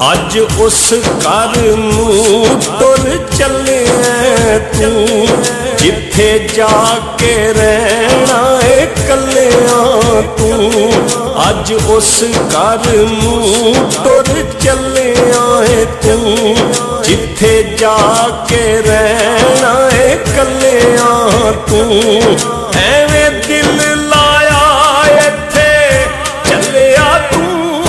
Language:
Pahari-Potwari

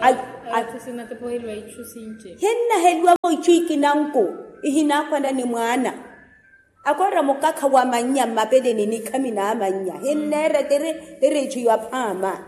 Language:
Makhuwa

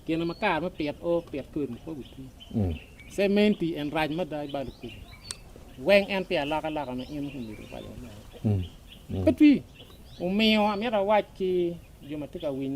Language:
Acoli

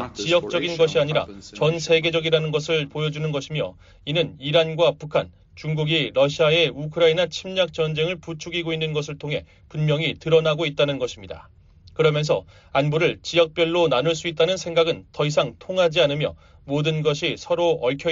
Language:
Korean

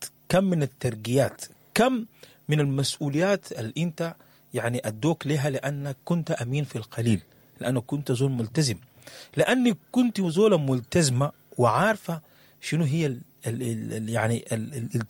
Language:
Sudanese Arabic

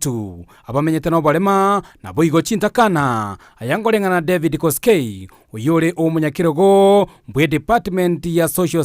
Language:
Gusii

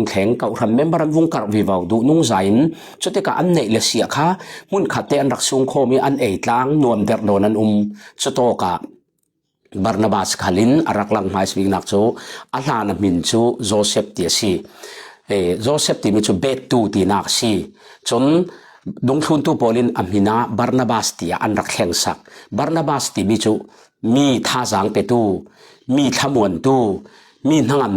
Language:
Falam Chin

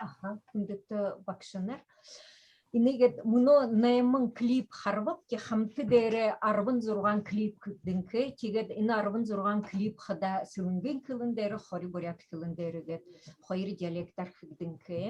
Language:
Buriat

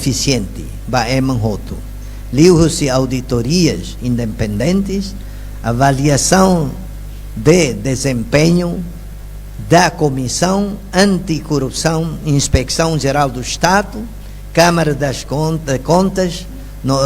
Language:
Tetum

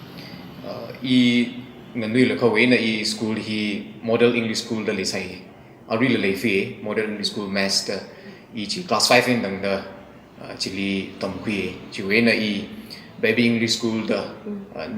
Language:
Tangkhul Naga (India)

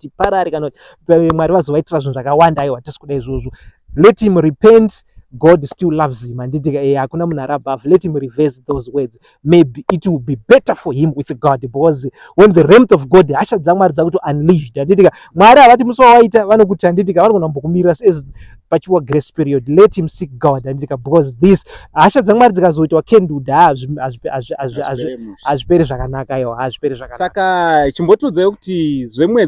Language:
Shona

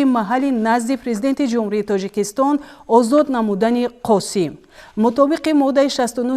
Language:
Tajik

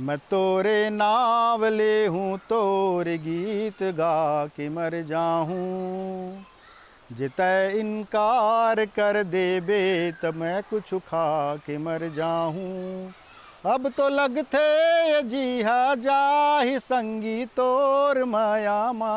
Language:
Chhattisgarhi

